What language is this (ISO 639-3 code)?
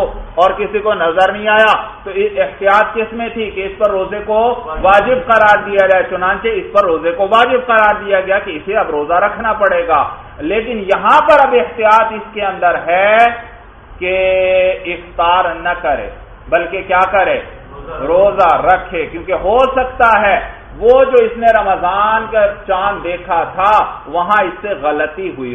urd